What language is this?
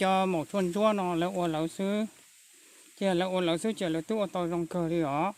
Hmong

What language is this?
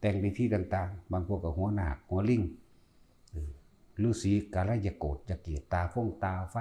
Lao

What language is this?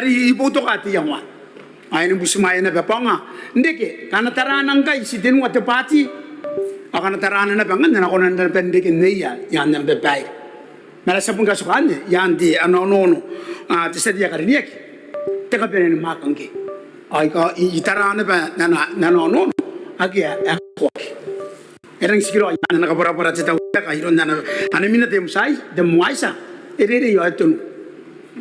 Gilbertese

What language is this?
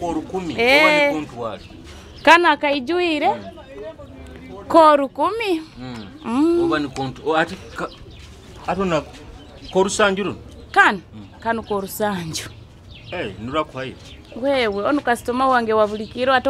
Nyoro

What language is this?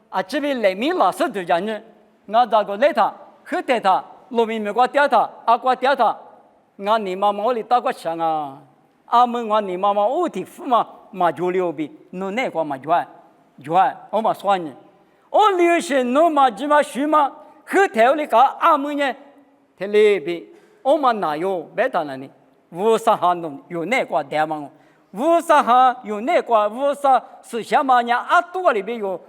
Lisu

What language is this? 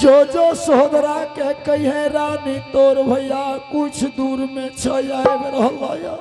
Angika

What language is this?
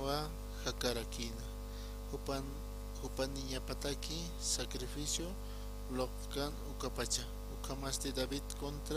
Aymara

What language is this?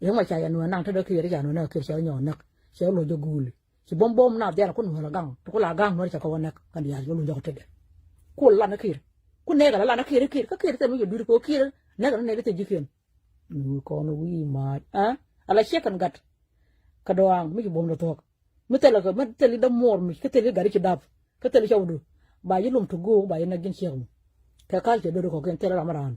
Nuer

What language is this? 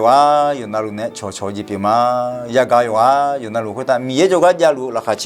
Akha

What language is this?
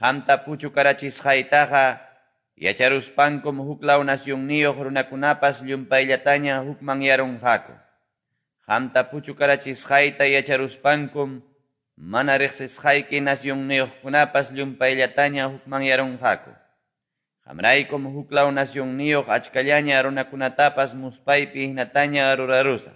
Quechua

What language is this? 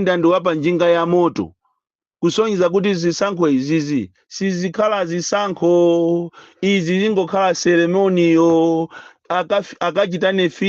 Nyanja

